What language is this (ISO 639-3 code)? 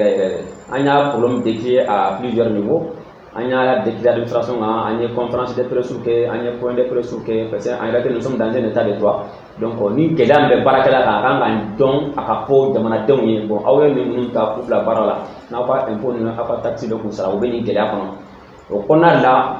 bam